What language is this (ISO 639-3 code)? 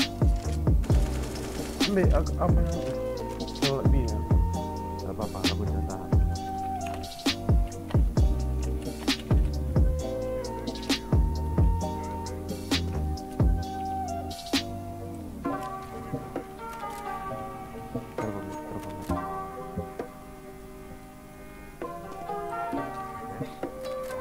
ind